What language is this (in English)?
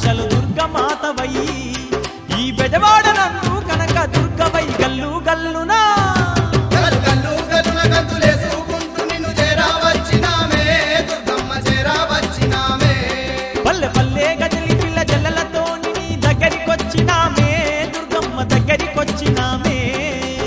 Telugu